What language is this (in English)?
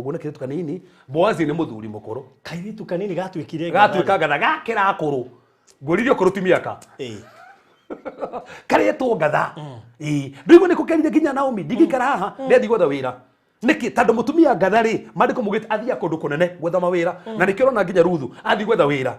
Kikuyu